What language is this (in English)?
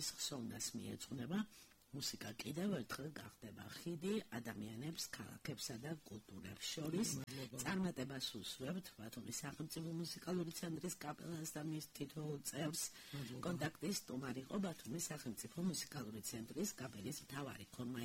Georgian